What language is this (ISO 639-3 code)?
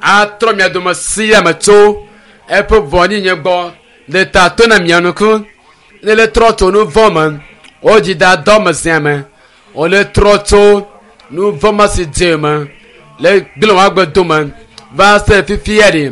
ewe